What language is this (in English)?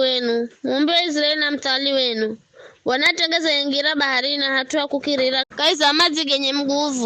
Giryama